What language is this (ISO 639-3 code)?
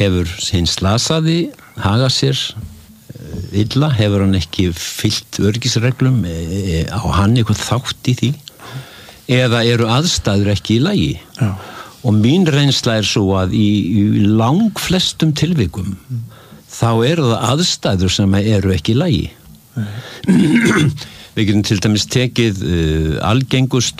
isl